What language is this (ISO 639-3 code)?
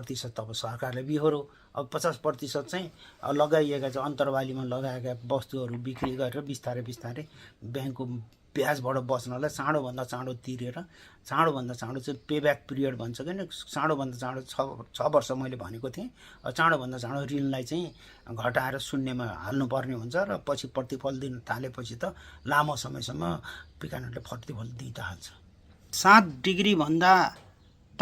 nep